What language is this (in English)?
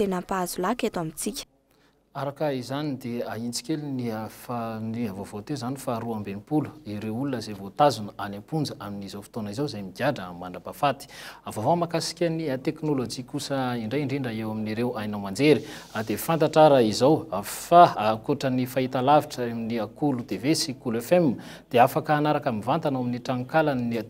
Malagasy